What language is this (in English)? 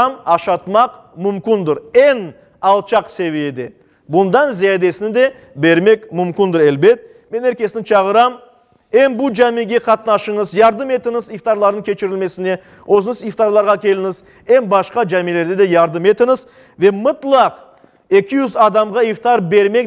Crimean Tatar